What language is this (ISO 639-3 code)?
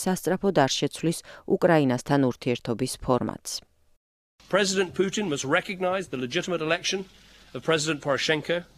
kat